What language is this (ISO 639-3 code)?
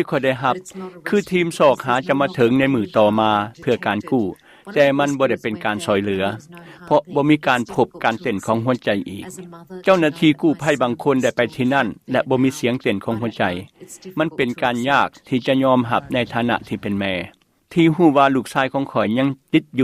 lao